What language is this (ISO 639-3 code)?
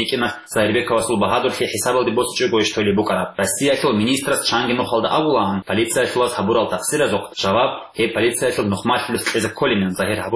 ava